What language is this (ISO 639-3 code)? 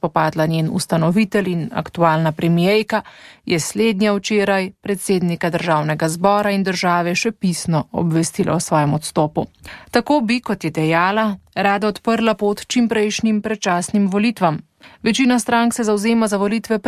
slv